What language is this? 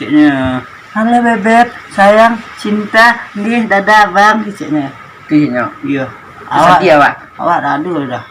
Minangkabau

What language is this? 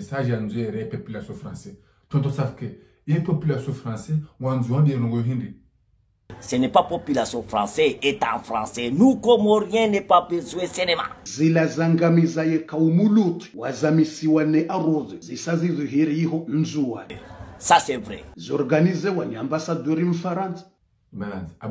Ngazidja Comorian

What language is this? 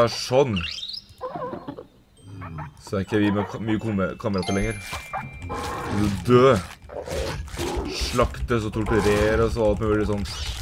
Norwegian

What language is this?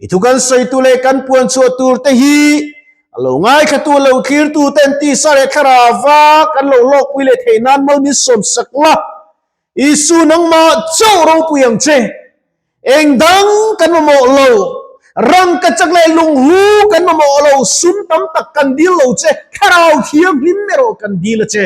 Mizo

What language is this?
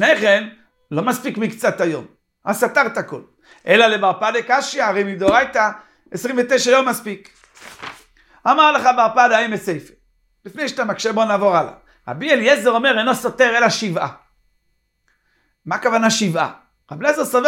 Hebrew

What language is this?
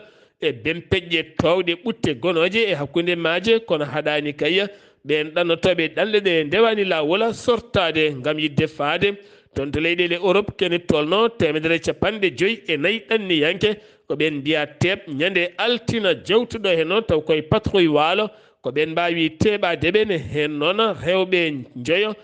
Fula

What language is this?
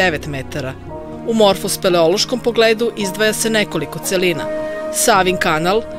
Serbian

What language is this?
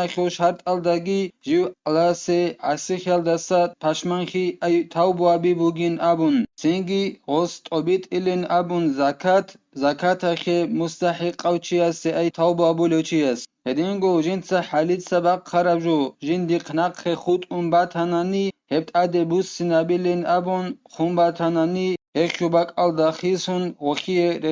Avaric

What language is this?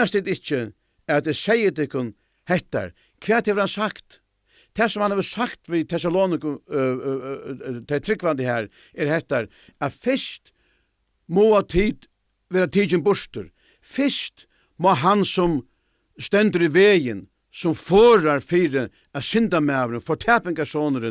Faroese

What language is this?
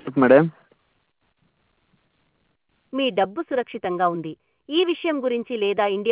Telugu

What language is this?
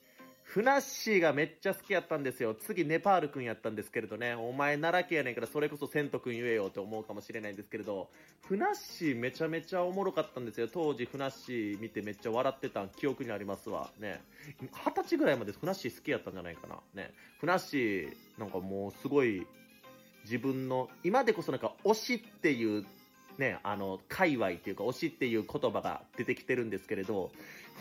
Japanese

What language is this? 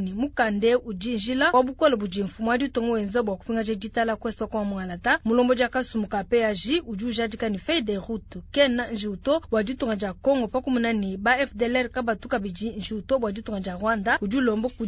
Luba-Lulua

